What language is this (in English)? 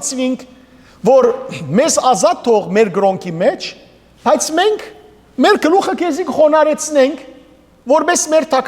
Western Armenian